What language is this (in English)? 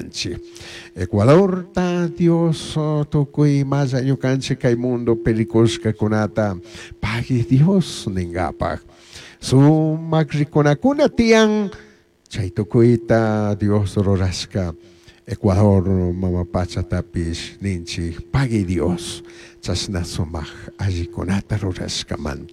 Chimborazo Highland Quichua